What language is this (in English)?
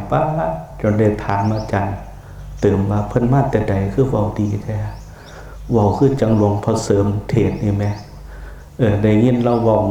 Lao